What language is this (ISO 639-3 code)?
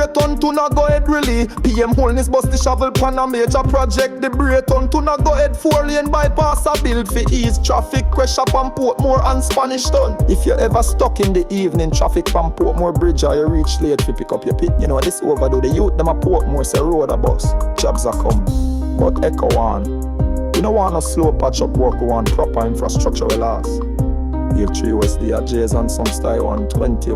jam